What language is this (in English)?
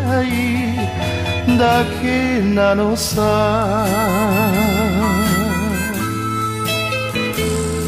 Japanese